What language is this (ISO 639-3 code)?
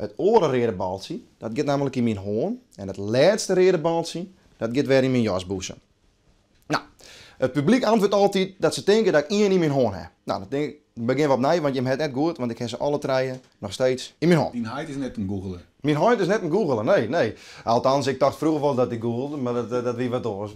fry